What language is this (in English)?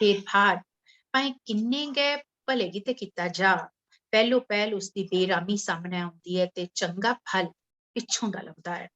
Dogri